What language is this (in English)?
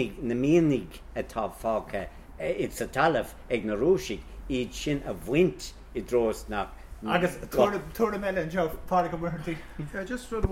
Irish